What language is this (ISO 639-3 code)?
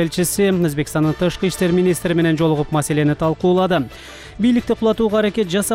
kir